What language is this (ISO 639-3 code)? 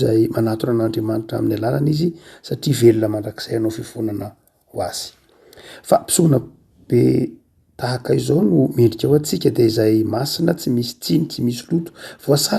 mlg